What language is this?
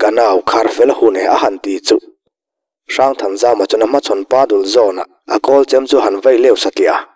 Mizo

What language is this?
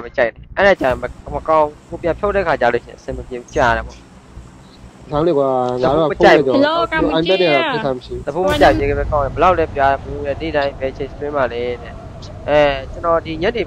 Burmese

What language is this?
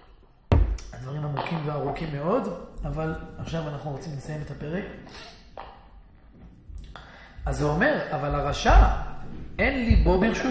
Hebrew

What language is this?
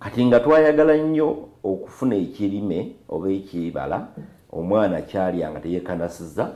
Soga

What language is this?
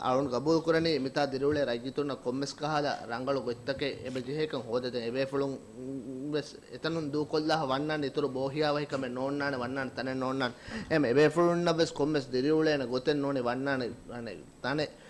Divehi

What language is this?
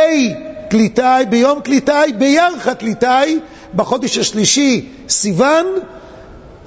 Hebrew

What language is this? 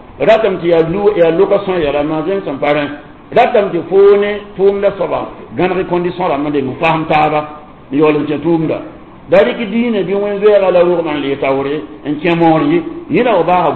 Mossi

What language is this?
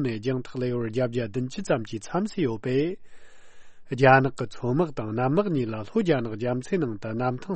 Tibetan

